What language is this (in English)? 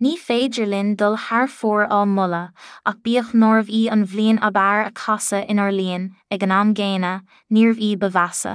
Irish